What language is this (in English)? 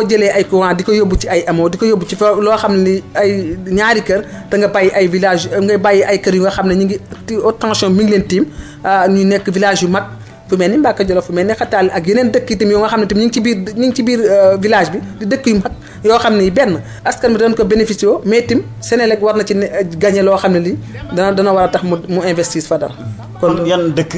Wolof